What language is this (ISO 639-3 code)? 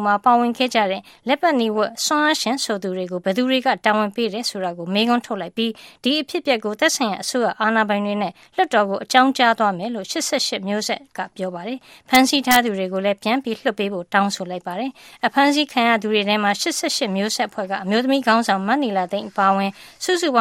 mya